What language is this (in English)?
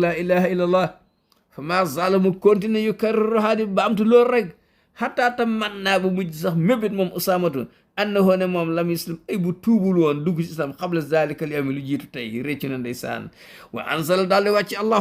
Wolof